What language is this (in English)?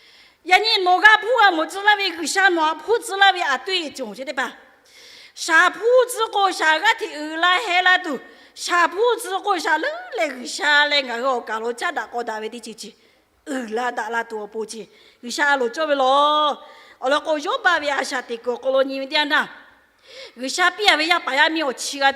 Lahu